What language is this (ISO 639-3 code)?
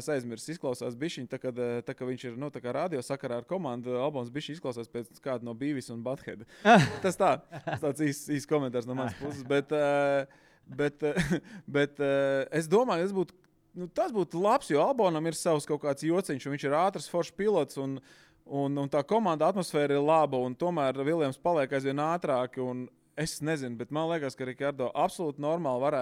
lav